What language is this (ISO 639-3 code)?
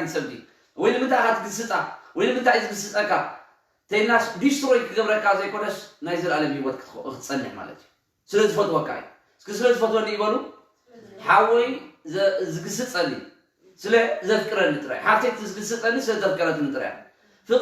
tir